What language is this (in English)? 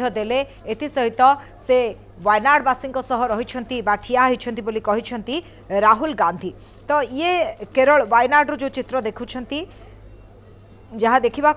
Odia